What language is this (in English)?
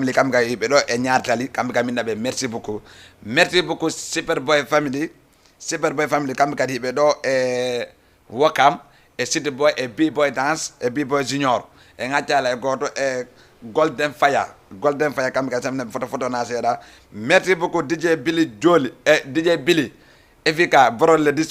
Fula